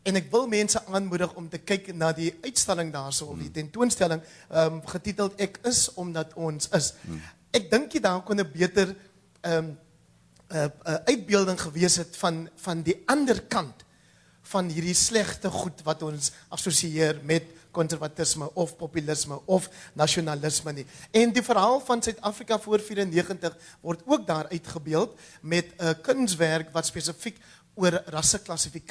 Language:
Afrikaans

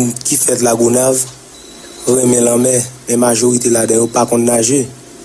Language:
Haitian Creole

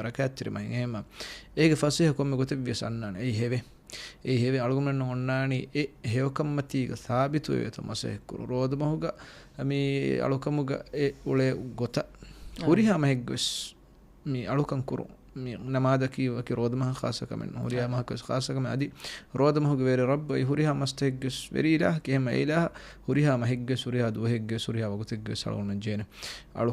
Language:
Divehi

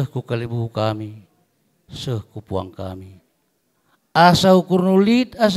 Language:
Batak Karo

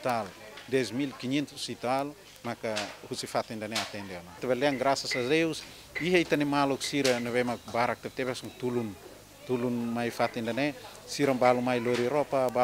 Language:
Tetum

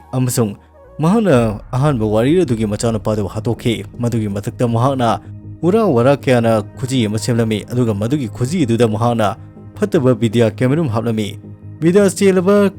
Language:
Manipuri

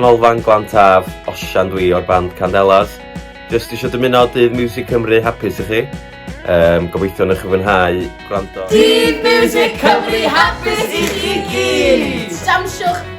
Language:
Welsh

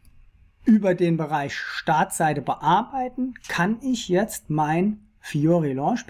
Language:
German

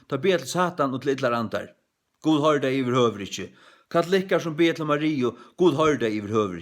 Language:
Faroese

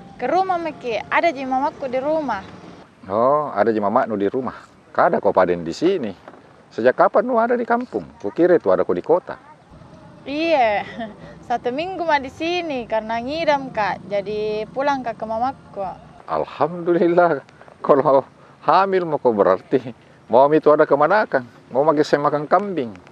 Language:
Makassar Malay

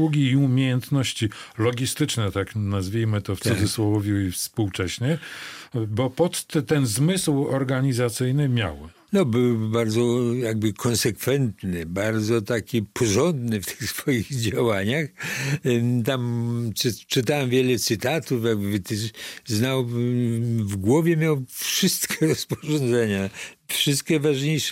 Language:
Polish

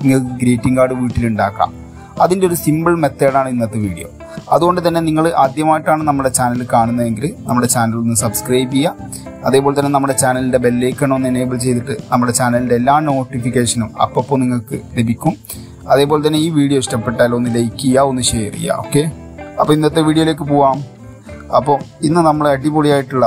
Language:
Malayalam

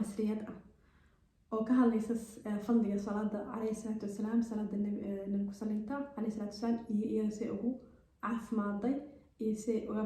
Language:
Somali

